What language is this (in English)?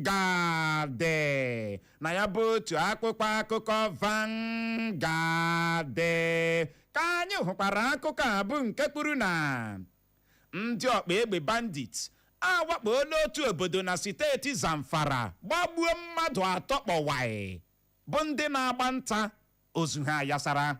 Igbo